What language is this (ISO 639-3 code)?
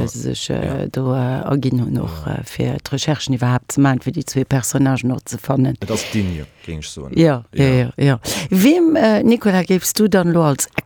ltz